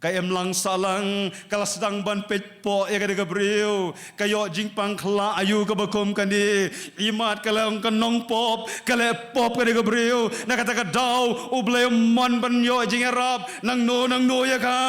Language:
Khasi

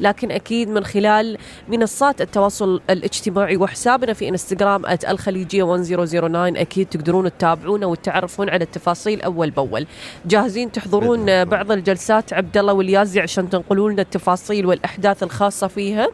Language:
Gulf Arabic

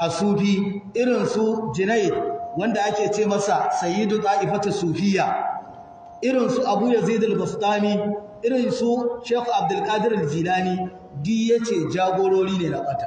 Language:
Hausa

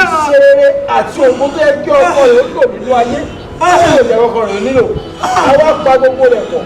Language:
Yoruba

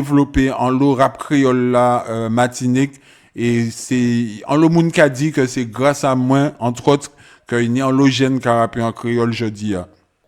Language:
Guadeloupean Creole French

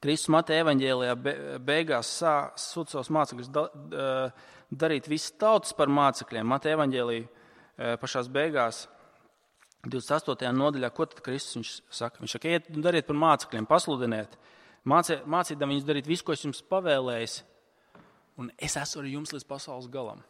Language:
Latvian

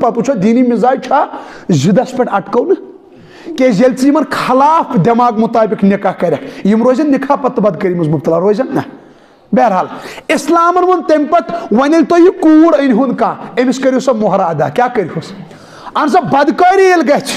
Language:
Kashmiri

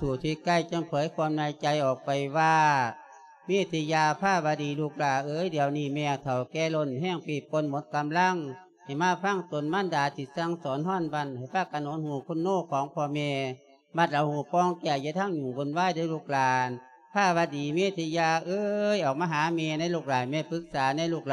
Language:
Lao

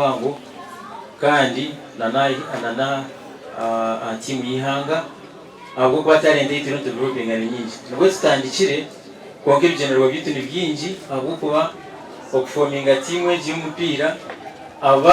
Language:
Nyankole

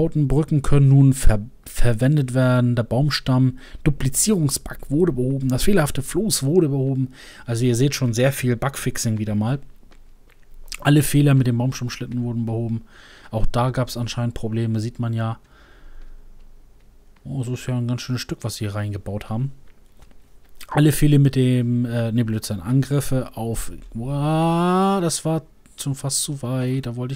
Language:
German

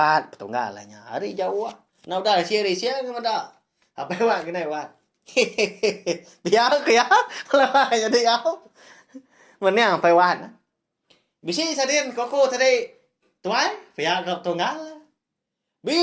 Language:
Iban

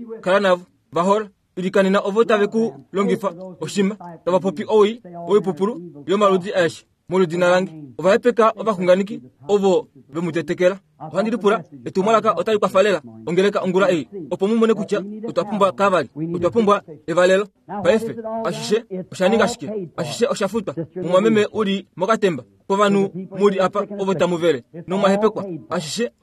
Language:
Kuanyama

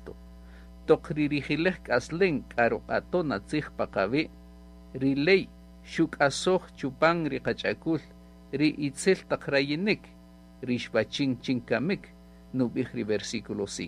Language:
Kaqchikel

